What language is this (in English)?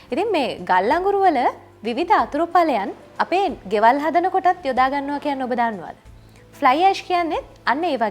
Sinhala